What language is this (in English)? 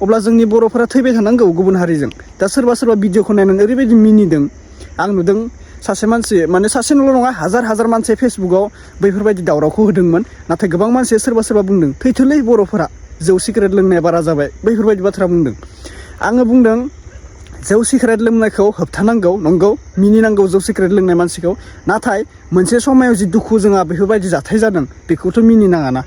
Bodo